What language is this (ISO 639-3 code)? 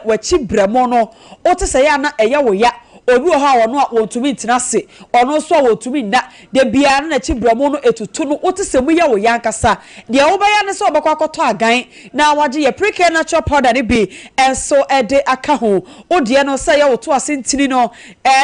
aka